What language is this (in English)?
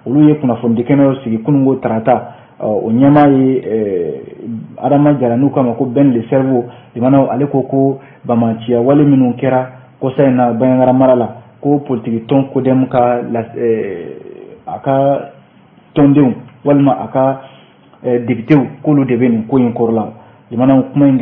Bambara